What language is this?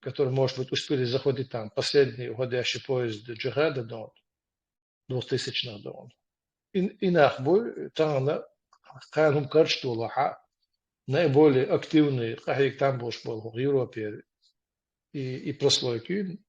Chechen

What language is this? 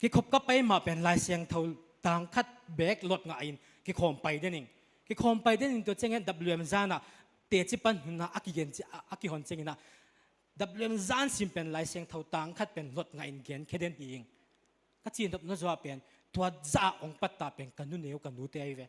Tedim Chin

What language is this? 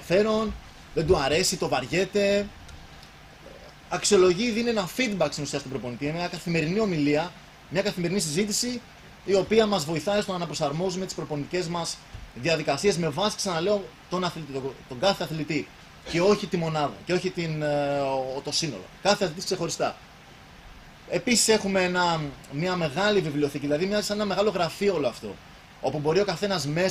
Greek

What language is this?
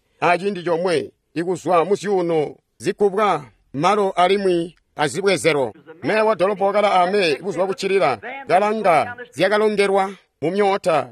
Tonga (Zambia)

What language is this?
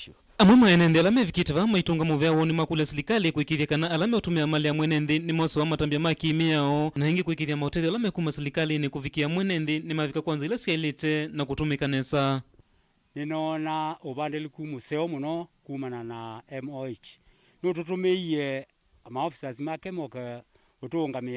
Kamba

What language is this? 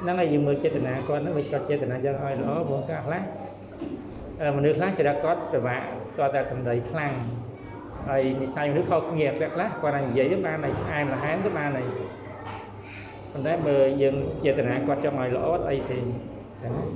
Khmer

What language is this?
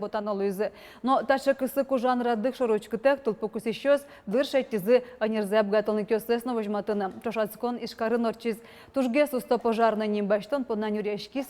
Udmurt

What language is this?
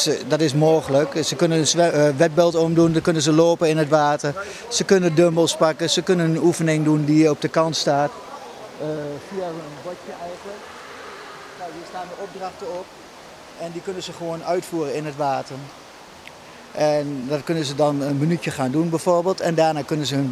Dutch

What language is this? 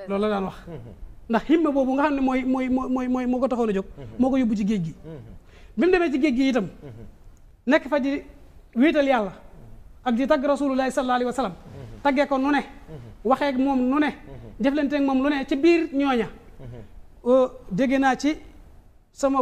Wolof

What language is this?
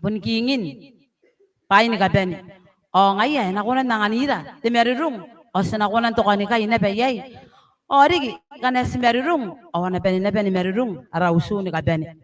Gilbertese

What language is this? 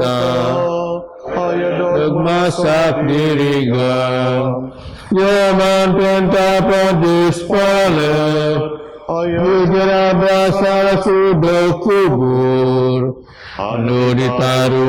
Biatah Bidayuh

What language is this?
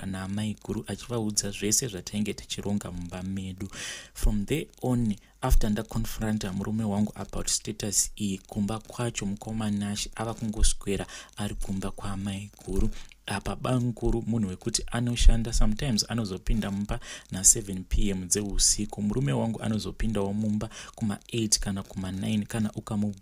Shona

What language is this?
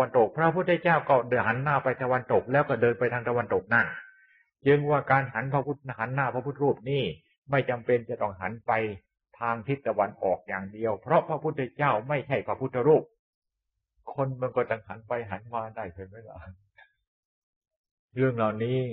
Thai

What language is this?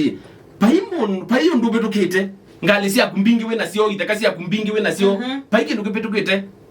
Kamba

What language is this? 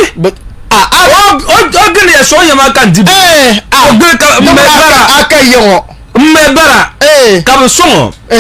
Dagbani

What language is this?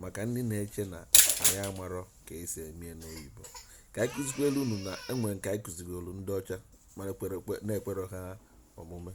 Igbo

